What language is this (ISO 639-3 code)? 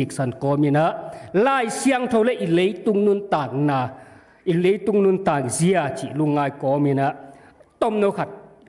ctd